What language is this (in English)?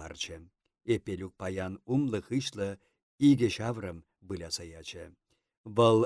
Chuvash